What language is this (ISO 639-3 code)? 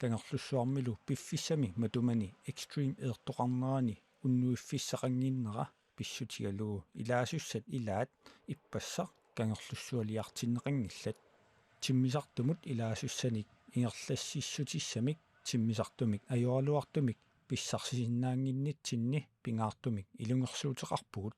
kal